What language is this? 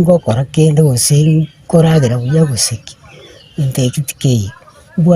Gusii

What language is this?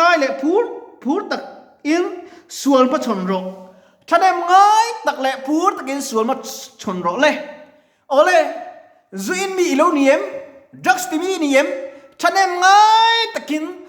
Mizo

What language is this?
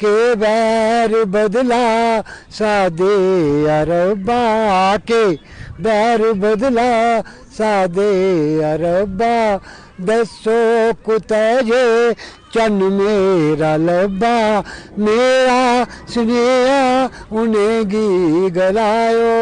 Dogri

